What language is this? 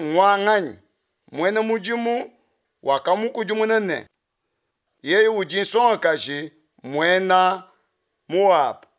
Luba-Lulua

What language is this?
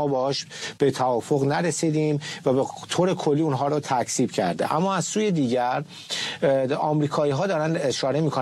Persian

